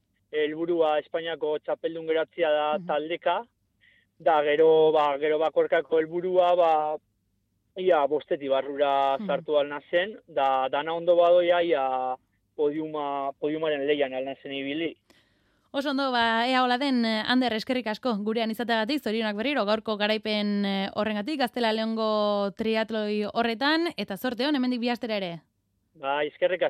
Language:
Basque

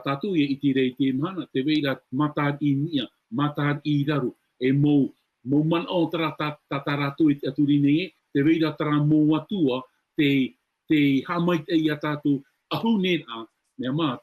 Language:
Tahitian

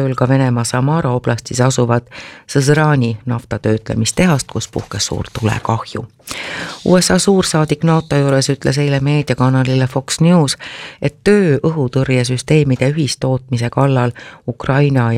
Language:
Estonian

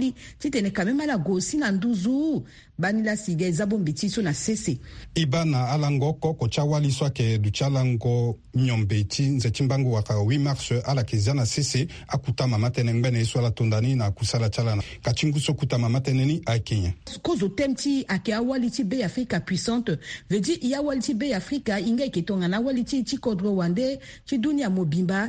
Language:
Sango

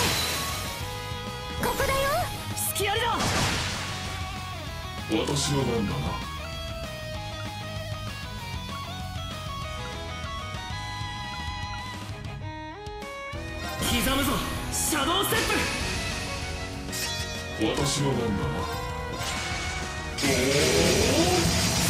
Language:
Japanese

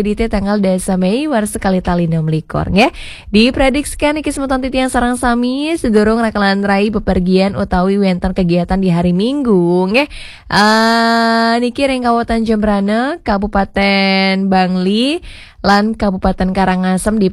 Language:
Balinese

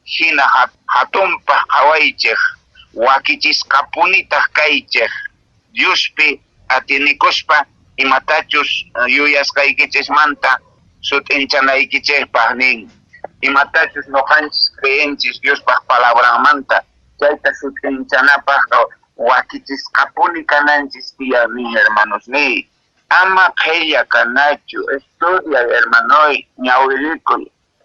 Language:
Quechua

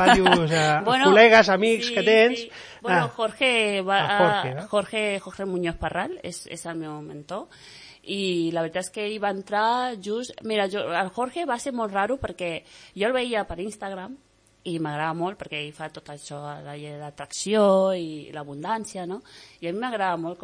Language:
Catalan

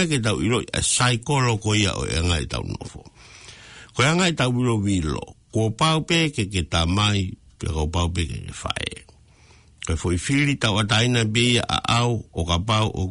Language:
Tongan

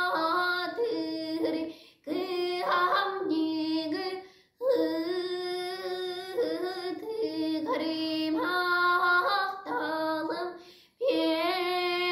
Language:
Yakut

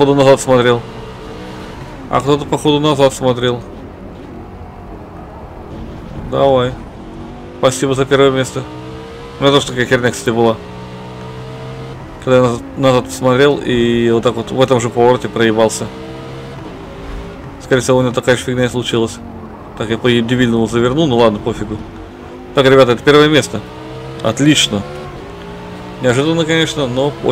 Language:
Russian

